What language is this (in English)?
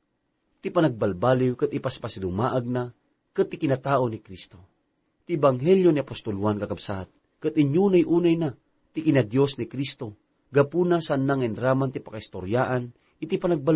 Iloko